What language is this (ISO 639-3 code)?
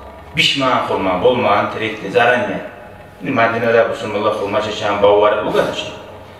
kum